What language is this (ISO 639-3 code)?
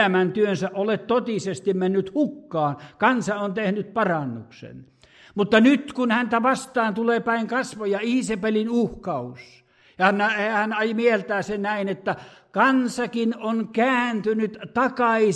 fin